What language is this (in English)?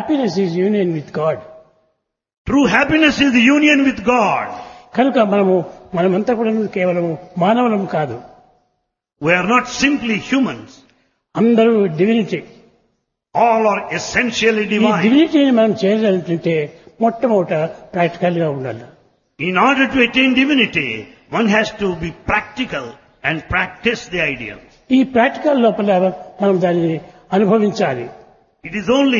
Telugu